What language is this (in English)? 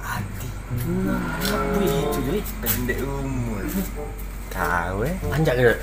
Musi